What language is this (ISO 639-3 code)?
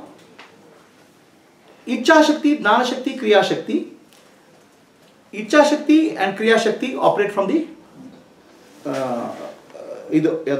kan